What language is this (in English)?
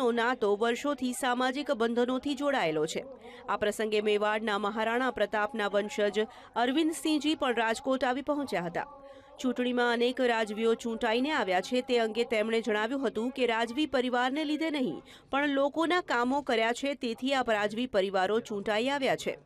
Gujarati